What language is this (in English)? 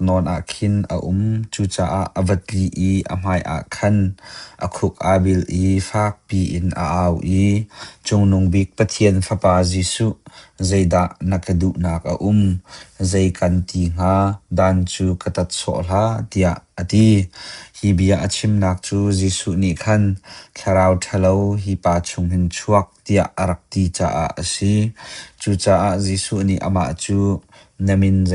Hakha Chin